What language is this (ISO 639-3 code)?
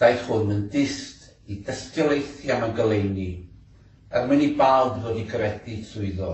cym